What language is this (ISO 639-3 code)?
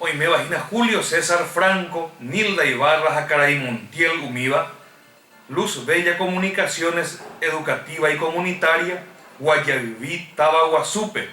grn